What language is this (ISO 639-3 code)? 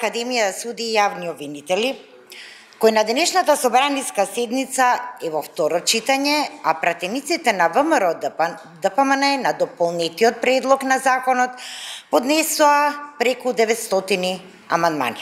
mkd